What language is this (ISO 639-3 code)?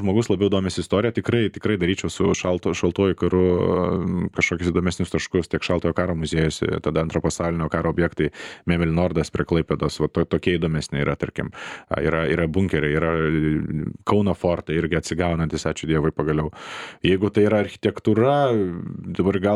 lit